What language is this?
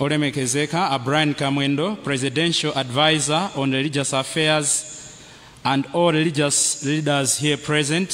Nyanja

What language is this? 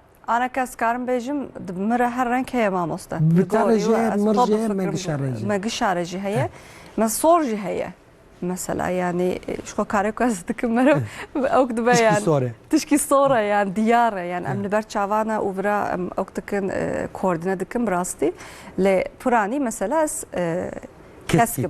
Kurdish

